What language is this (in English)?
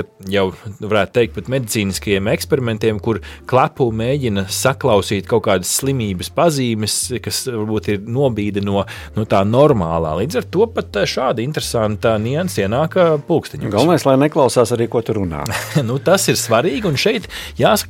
Latvian